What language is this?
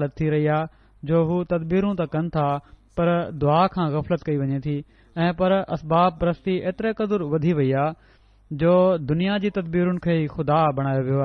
Sindhi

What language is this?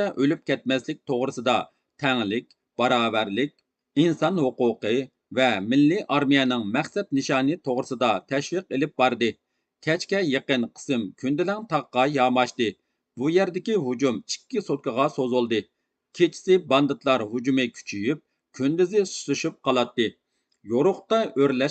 Uyghur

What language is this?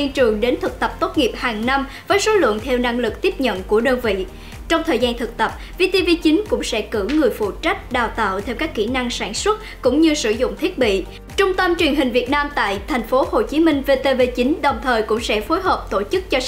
Vietnamese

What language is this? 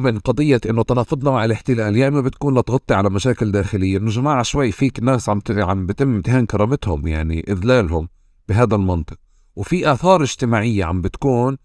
North Levantine Arabic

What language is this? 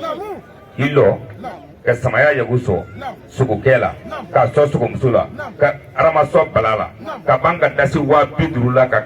Bambara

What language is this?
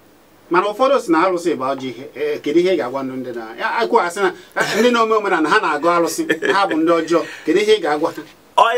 Igbo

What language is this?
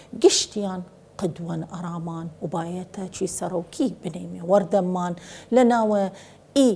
Southern Kurdish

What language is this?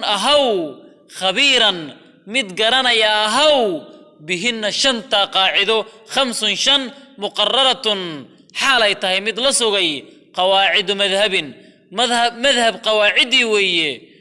Somali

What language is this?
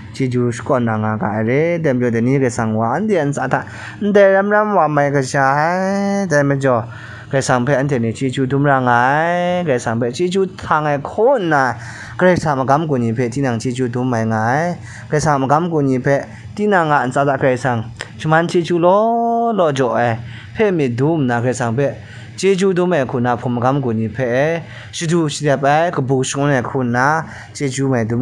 Kachin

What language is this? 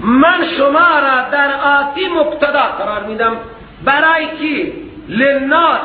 Persian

